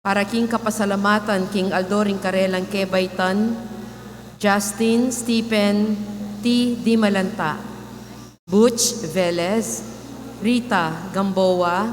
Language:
Pampanga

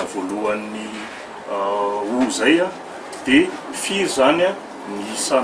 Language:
Malagasy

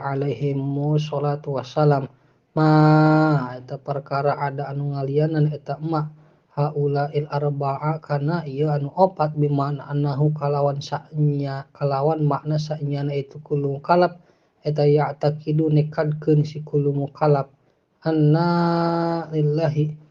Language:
Sundanese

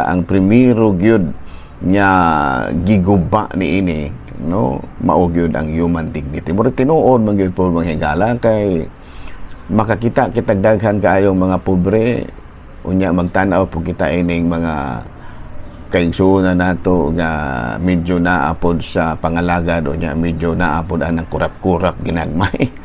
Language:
Cebuano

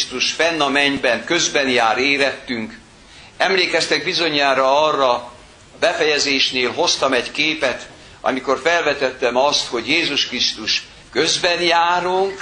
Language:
Hungarian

